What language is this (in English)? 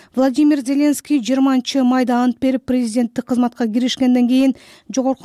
Kyrgyz